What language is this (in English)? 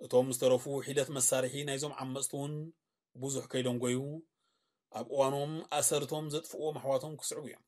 Tigrinya